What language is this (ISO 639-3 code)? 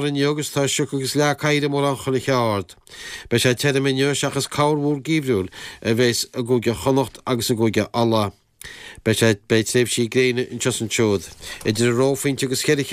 gle